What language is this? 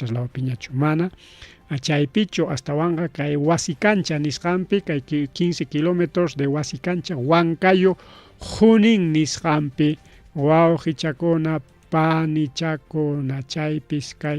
Ayacucho Quechua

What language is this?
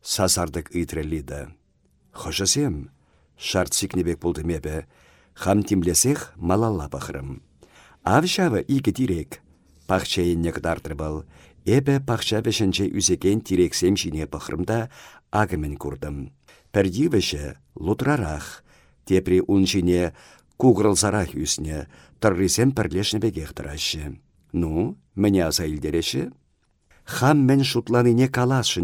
Chuvash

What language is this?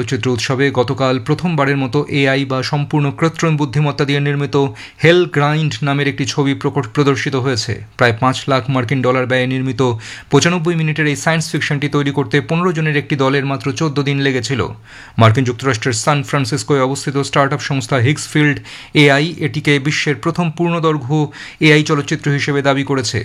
Bangla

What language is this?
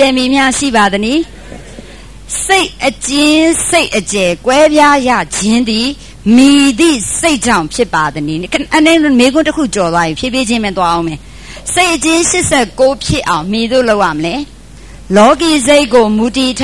Burmese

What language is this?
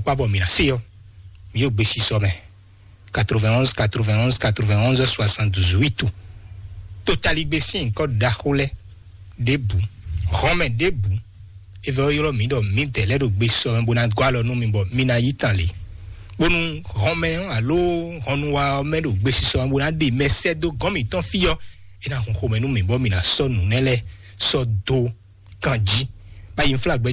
Fon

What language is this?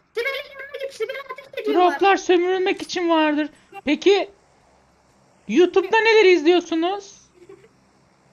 Turkish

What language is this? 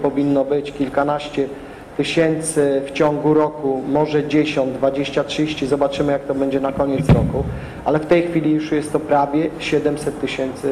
Polish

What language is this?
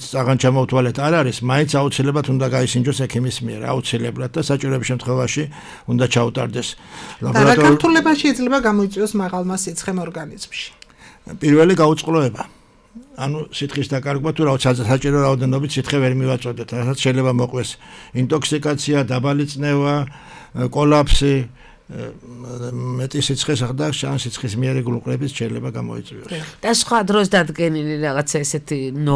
Georgian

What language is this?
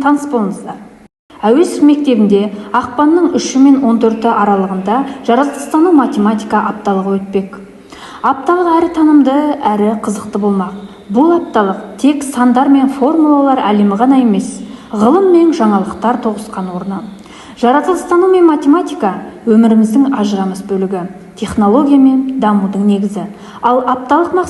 Kazakh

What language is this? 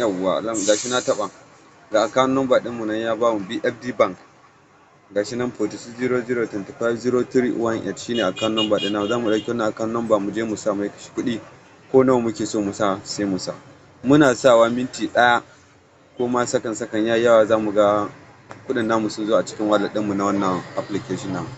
Hausa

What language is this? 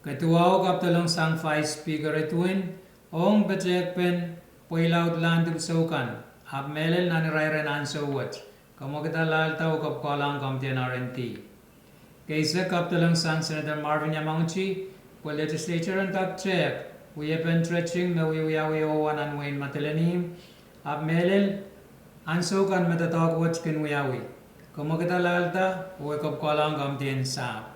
Pohnpeian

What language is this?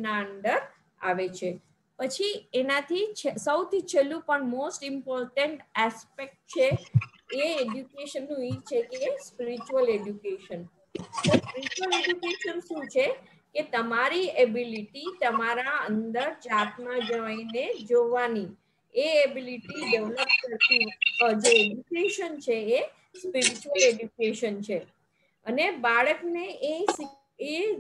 Gujarati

